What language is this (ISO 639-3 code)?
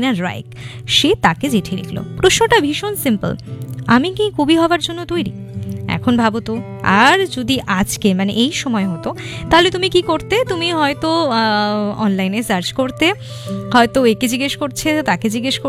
ben